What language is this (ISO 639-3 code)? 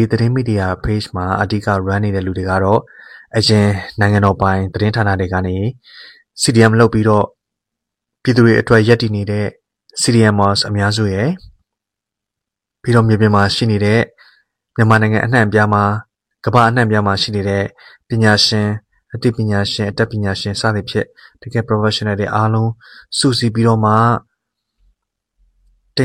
mya